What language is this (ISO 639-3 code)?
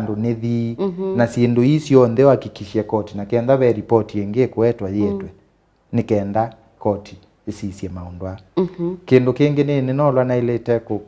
kam